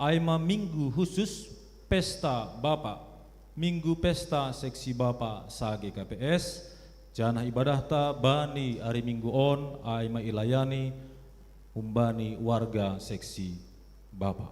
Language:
Batak Simalungun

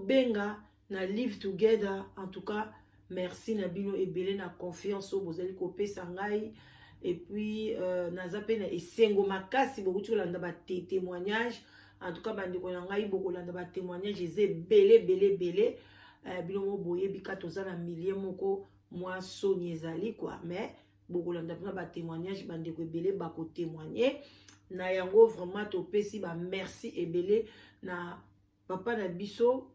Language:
Lingala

